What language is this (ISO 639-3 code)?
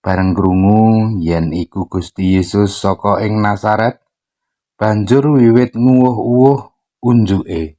jav